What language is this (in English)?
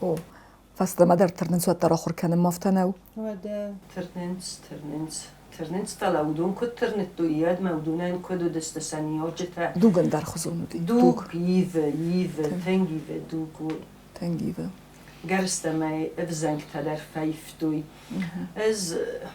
Ossetic